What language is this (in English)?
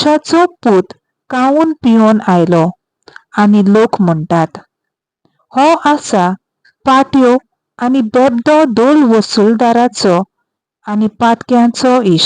Konkani